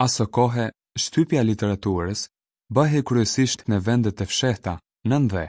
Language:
Albanian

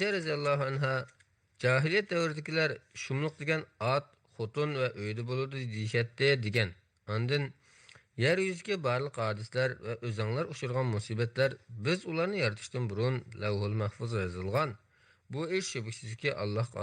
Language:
Uyghur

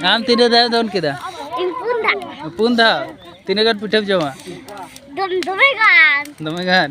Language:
Santali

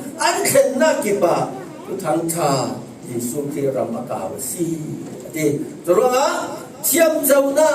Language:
Falam Chin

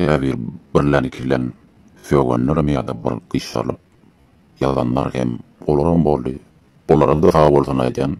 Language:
Turkmen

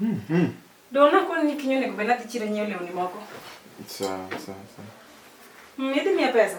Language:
Luo (Kenya and Tanzania)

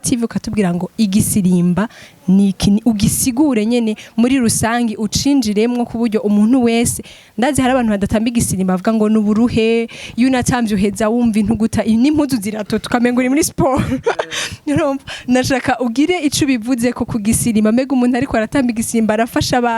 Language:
Rundi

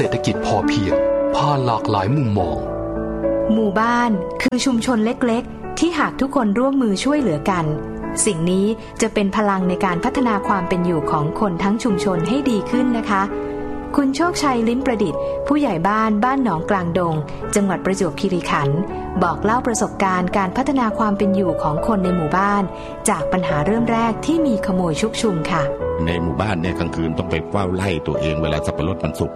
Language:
Thai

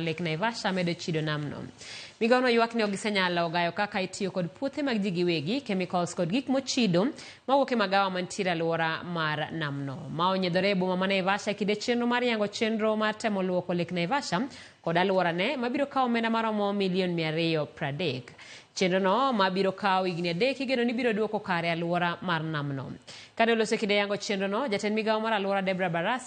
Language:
Luo (Kenya and Tanzania)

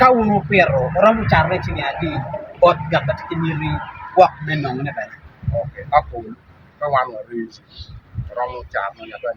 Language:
Acoli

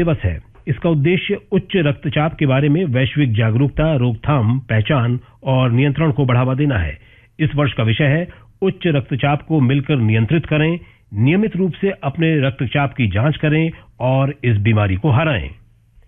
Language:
Hindi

